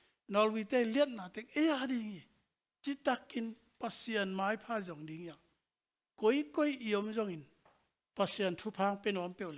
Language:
Tedim Chin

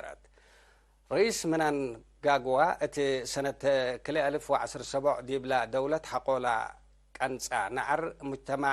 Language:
Tigre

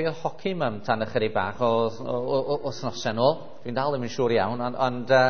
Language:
Welsh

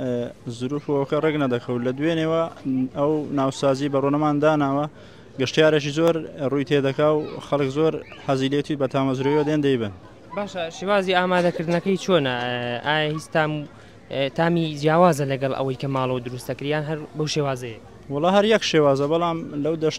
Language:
Central Kurdish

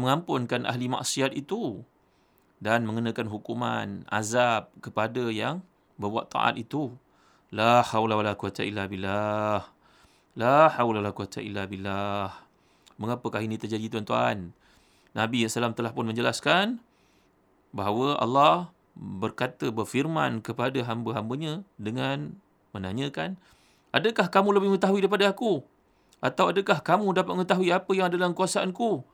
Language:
Malay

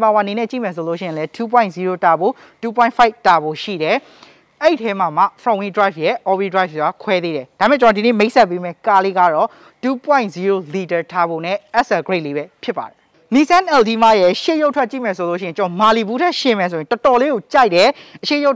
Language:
Burmese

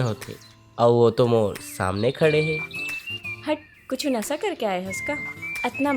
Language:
Chhattisgarhi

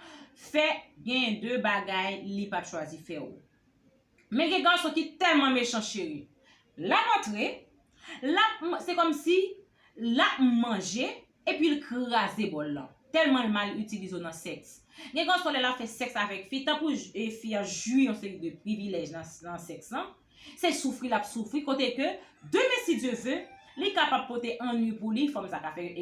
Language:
Haitian Creole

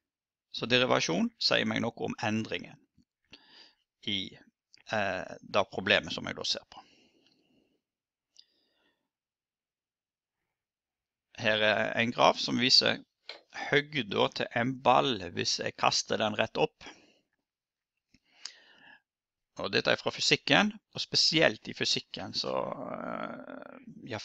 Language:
Norwegian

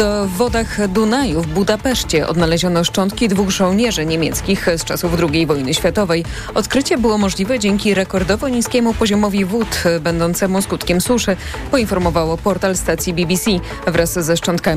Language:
Polish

